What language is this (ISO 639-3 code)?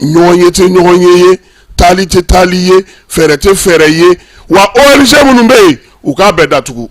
bam